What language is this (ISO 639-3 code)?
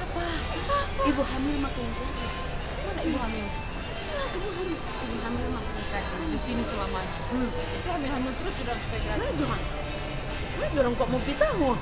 xmm